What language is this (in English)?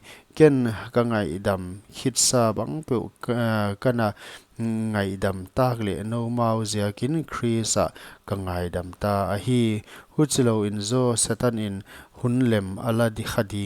Paite Chin